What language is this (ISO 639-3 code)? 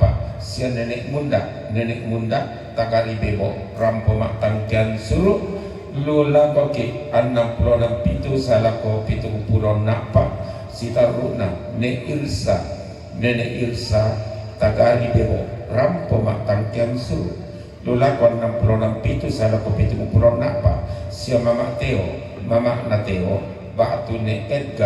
sda